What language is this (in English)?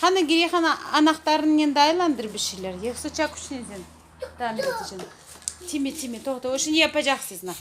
Crimean Tatar